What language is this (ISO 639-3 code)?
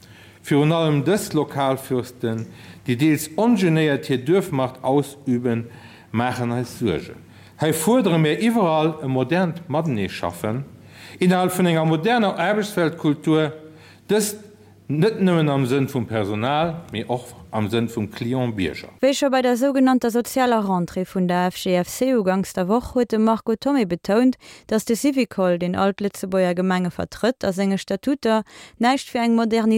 ltz